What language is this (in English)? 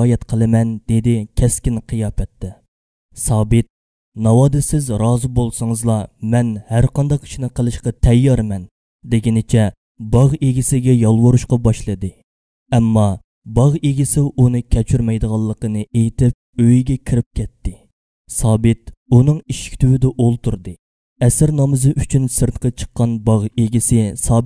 Uyghur